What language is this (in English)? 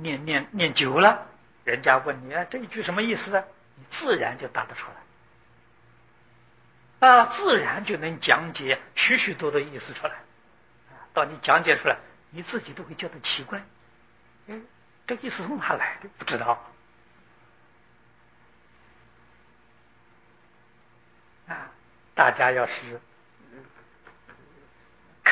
Chinese